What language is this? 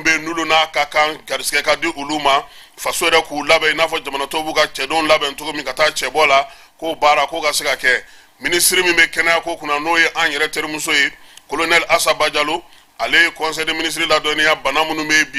Bambara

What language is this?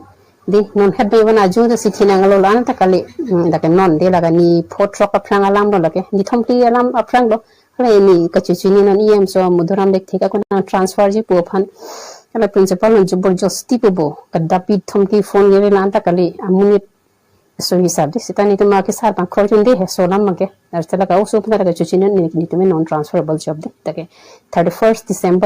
Karbi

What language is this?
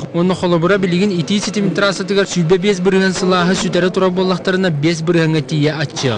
Yakut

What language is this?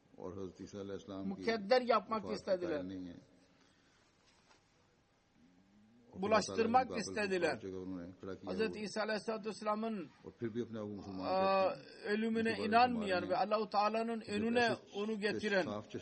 Turkish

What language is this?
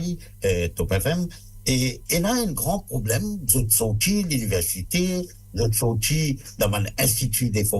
Morisyen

